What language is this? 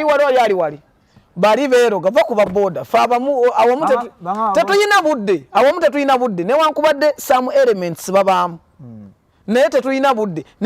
Ganda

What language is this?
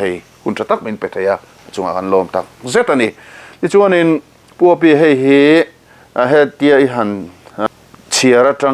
Mizo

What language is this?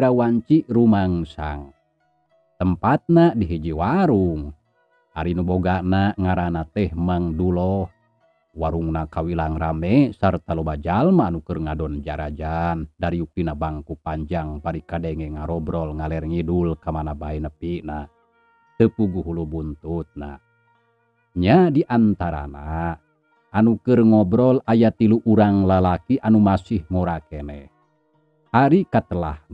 Sundanese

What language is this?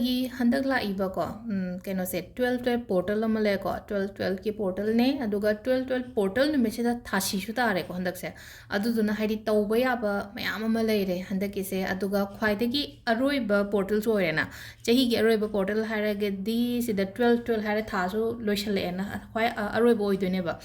Manipuri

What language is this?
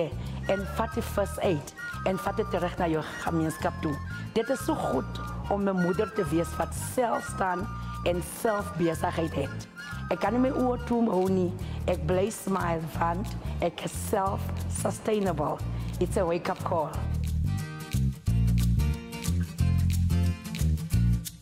Afrikaans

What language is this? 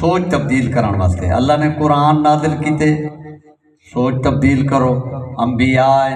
Saraiki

